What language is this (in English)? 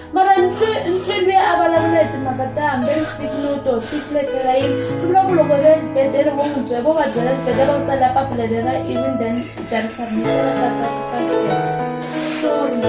Tsonga